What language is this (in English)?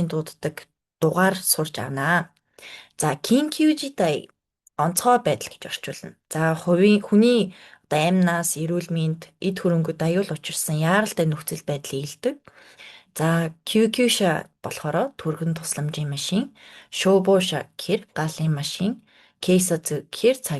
Mongolian